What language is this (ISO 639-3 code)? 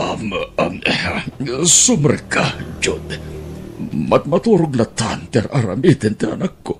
ilo